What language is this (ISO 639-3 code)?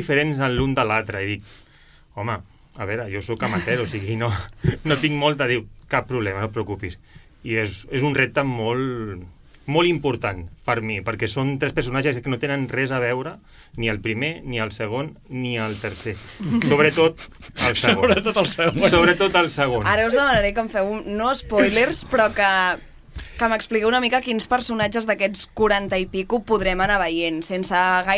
cat